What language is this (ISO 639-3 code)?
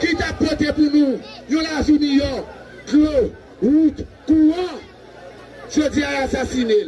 hat